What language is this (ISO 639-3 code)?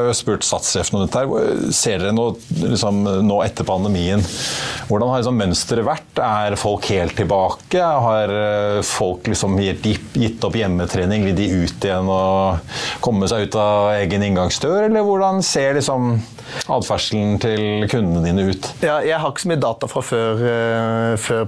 nor